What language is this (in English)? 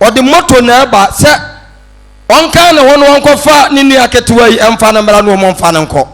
Akan